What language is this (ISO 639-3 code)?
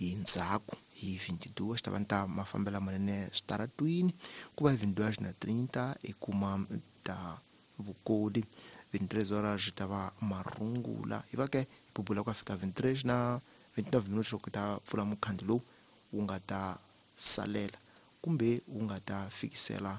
tso